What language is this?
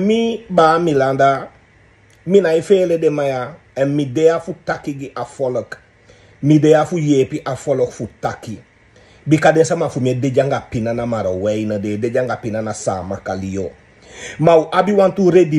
Sranan Tongo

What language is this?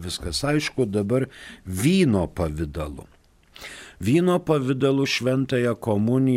Lithuanian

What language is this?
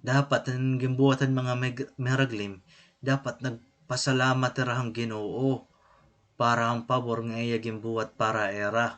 Waray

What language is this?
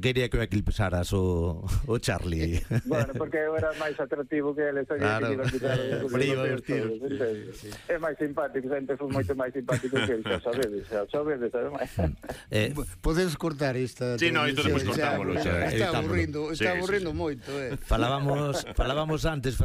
Galician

